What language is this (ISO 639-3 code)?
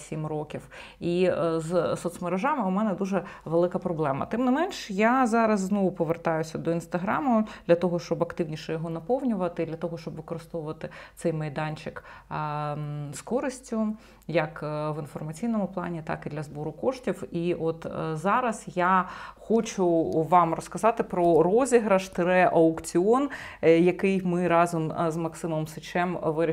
ukr